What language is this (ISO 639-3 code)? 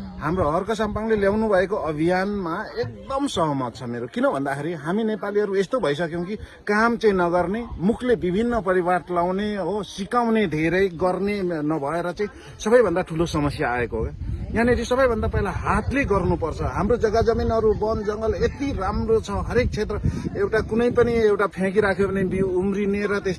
nep